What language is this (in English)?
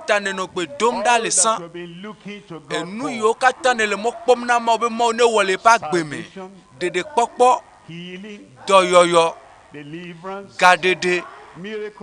Ewe